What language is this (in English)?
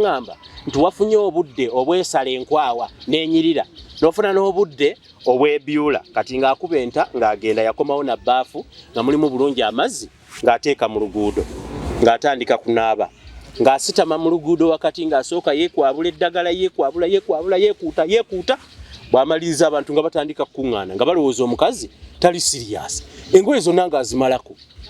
Ganda